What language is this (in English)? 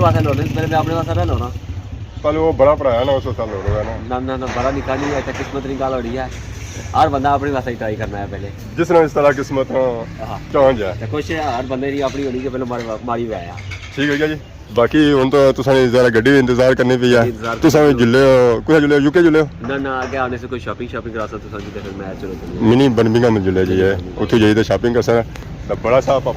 Pahari-Potwari